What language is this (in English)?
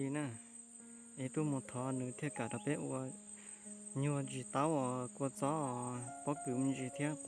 Hmong